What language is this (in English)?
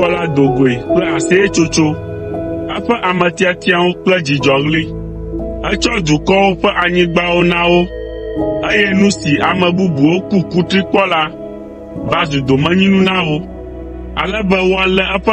Ewe